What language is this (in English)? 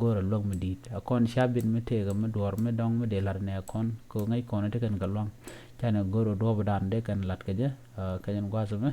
Nuer